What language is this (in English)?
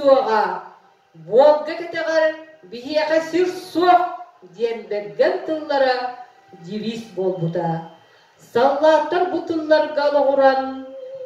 Yakut